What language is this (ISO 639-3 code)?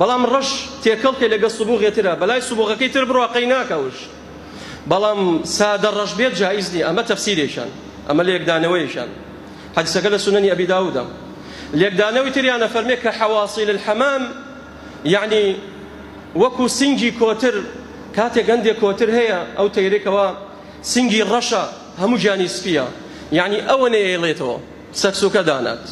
ckb